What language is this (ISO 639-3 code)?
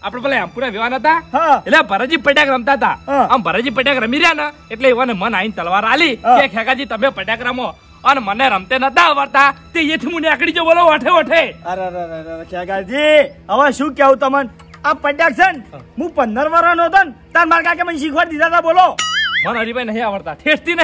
guj